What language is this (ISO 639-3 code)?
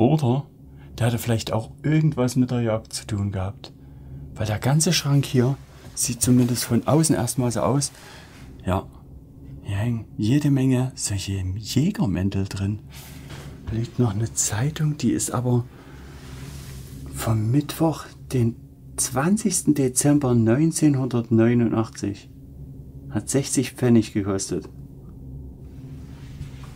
deu